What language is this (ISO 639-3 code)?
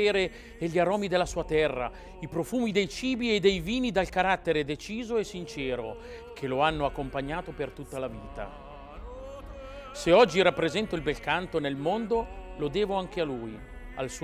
ita